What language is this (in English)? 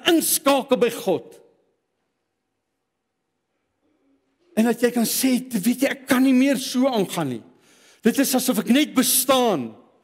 Afrikaans